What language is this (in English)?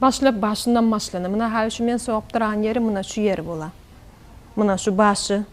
Kumyk